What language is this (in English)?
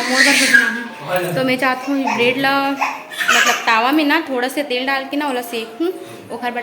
Chhattisgarhi